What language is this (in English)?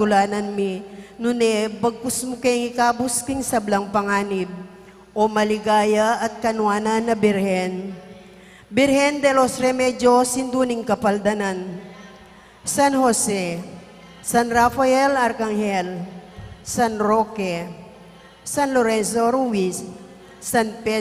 Pampanga